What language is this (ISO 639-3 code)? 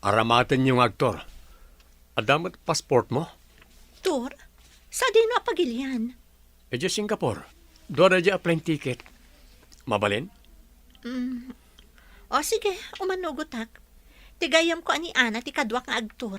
ilo